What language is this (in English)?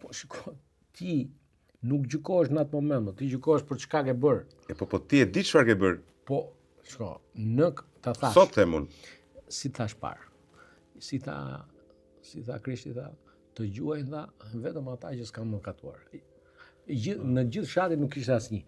Albanian